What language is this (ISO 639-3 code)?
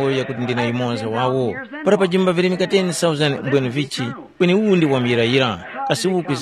tum